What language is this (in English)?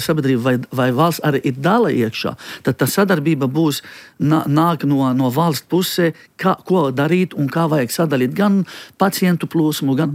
Latvian